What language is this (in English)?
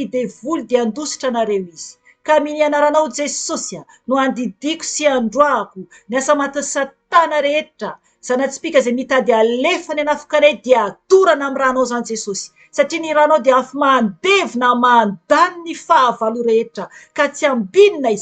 Malagasy